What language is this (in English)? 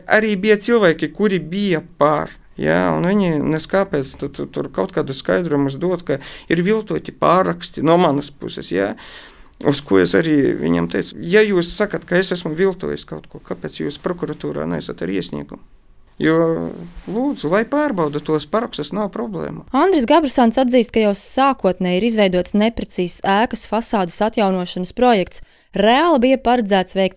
Latvian